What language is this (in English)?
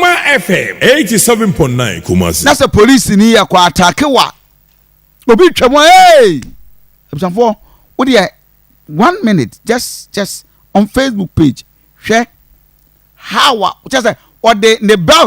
Akan